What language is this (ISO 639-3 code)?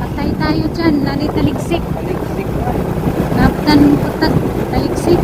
ceb